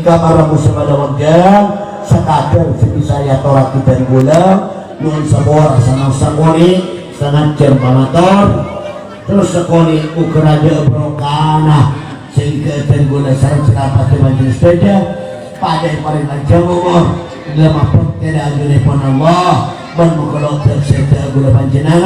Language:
Madurese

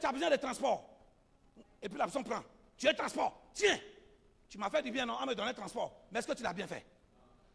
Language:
French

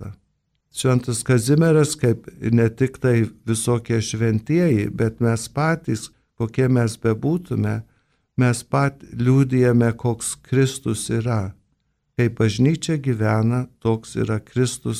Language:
Lithuanian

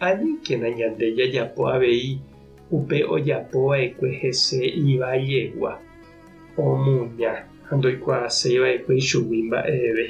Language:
Guarani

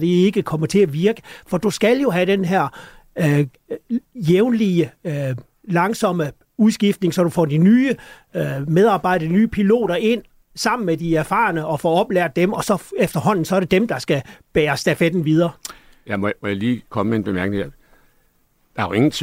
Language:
Danish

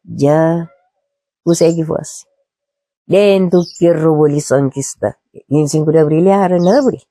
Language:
Kabuverdianu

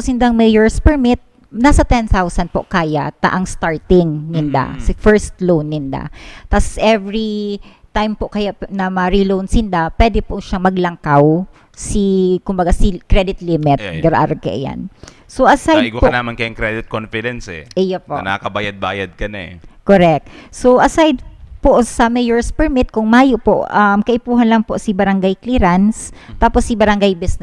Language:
Bikol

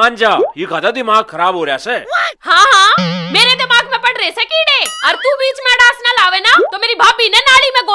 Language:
Haryanvi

